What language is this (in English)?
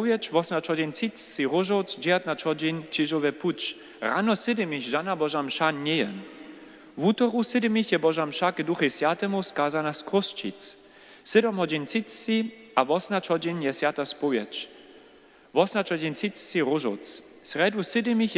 Upper Sorbian